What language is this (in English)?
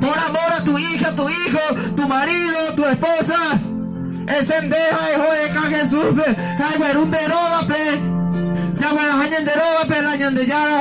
Guarani